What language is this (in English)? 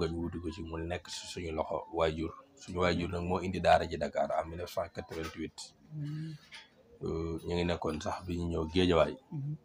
Wolof